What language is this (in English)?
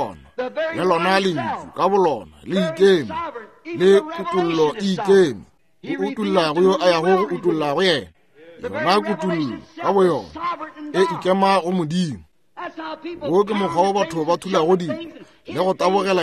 Northern Sotho